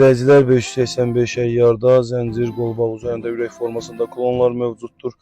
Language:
Azerbaijani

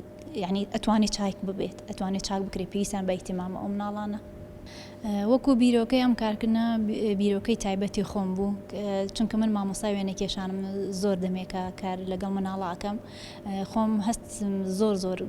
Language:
Central Kurdish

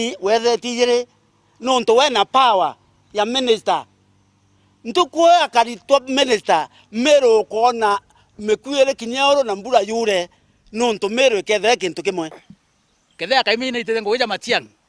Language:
Meru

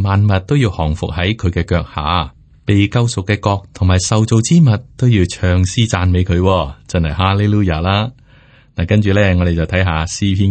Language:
Cantonese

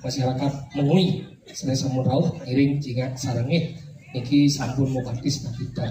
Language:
Balinese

